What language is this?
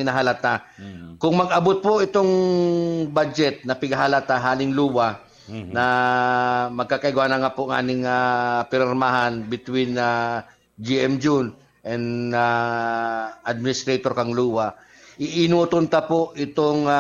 Bikol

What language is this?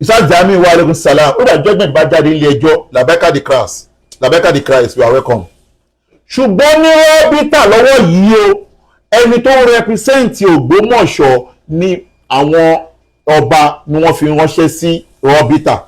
Yoruba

